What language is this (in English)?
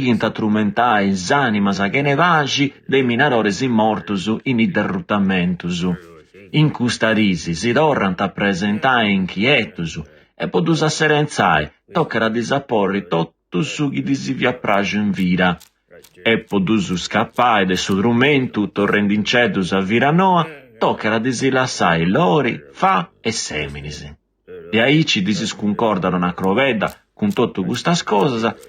Sardinian